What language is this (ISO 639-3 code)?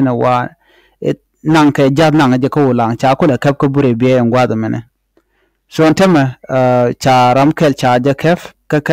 nus